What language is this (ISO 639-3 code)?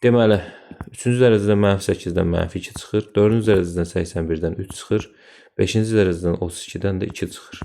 aze